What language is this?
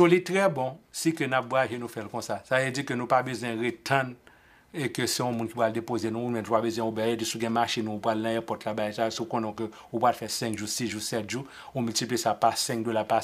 Haitian Creole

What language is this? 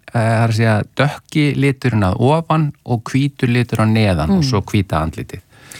Icelandic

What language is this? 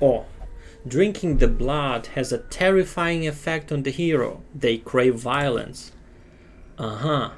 Rusyn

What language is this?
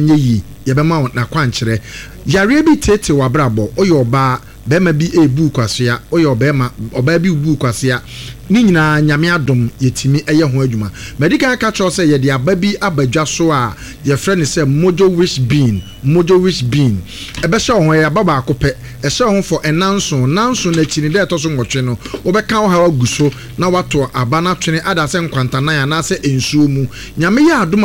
Akan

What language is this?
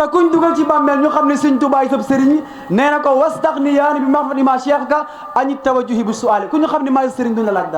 Wolof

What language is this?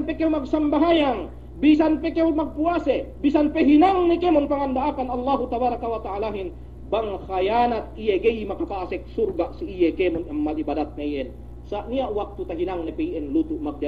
Yakan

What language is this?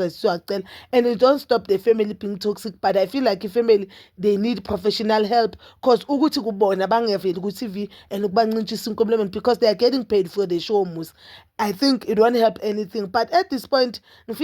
Zulu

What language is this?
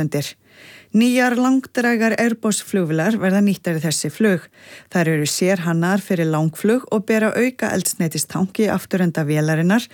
Icelandic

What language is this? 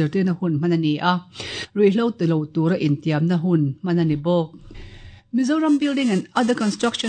Mizo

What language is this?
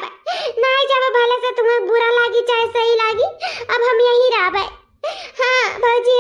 Awadhi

